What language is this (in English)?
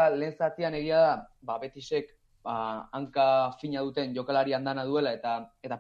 Basque